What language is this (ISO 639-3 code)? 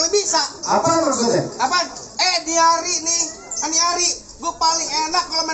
bew